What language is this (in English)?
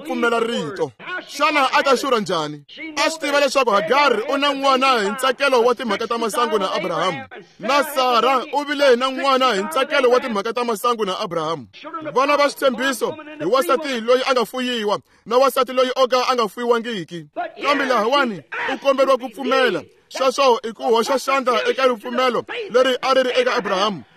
Tsonga